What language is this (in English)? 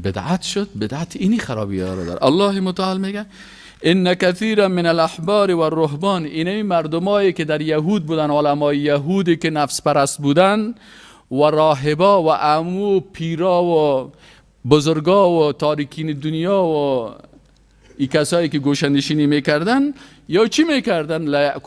Persian